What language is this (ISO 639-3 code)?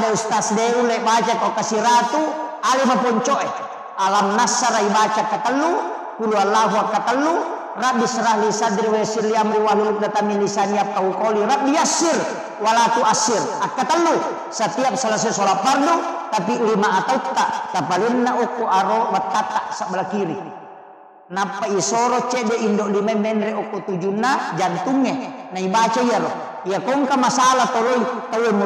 bug